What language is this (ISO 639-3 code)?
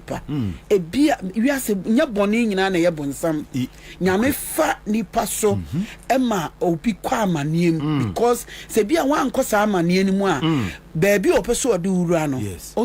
aka